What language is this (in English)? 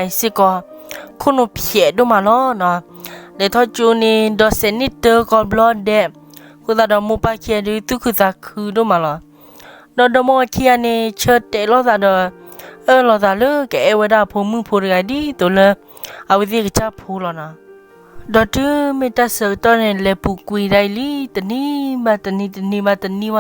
S'gaw Karen